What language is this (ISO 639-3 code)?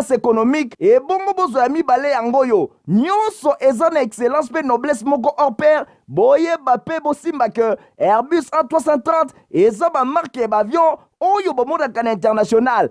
lin